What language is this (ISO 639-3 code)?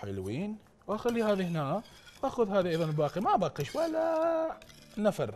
acm